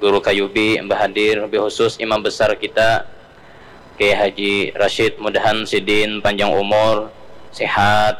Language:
Banjar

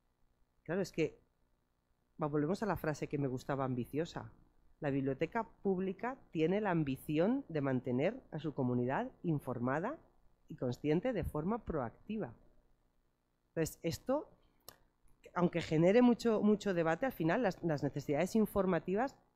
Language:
Spanish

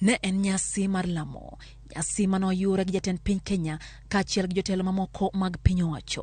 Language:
Luo (Kenya and Tanzania)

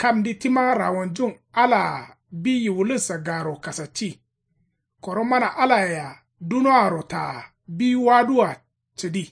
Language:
Kanuri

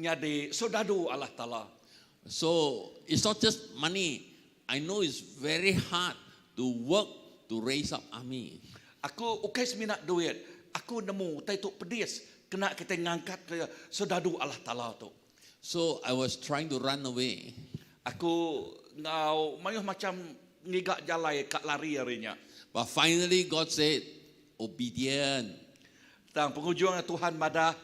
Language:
Iban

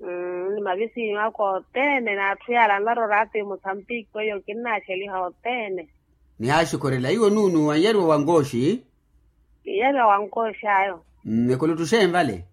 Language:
Makhuwa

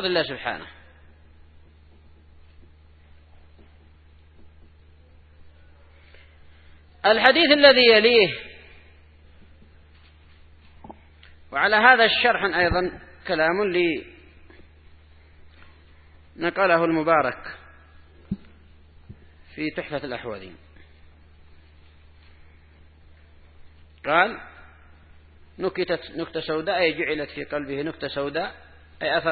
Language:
Arabic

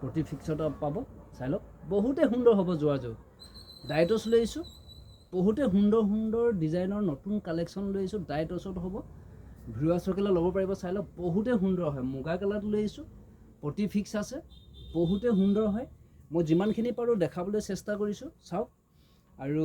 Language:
Assamese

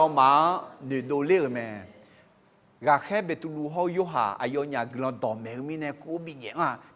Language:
Akha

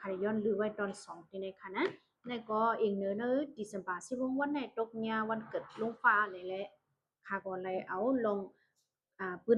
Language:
Shan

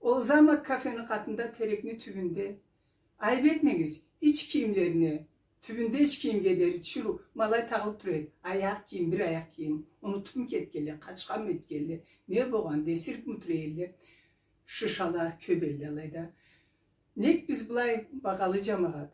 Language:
Karachay-Balkar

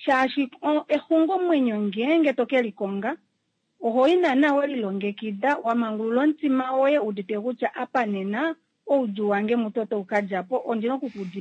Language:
Kuanyama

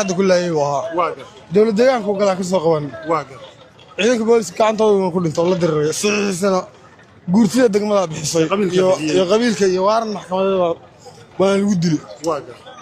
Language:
Somali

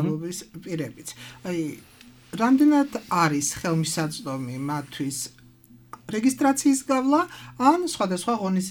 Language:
Georgian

